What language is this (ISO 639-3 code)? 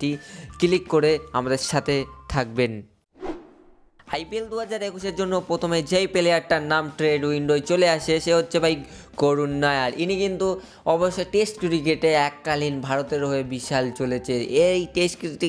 ben